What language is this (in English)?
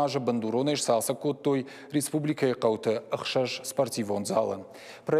Ossetic